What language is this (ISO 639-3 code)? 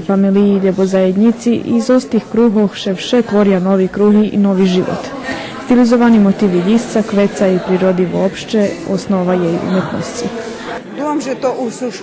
rue